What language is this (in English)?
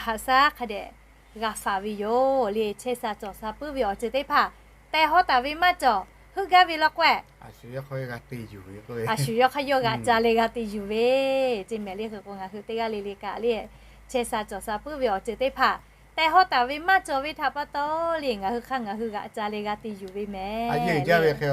Lahu